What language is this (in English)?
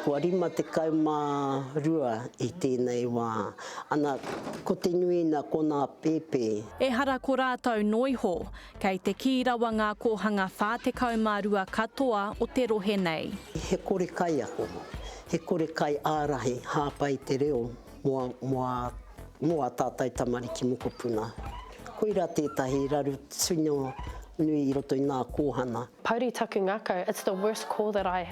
Māori